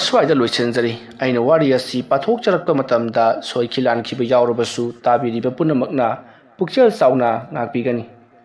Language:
Manipuri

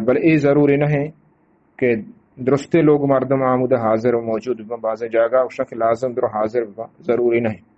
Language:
Eastern Balochi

